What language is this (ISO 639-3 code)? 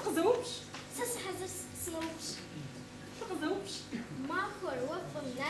kbd